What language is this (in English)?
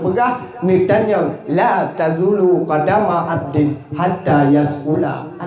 Achinese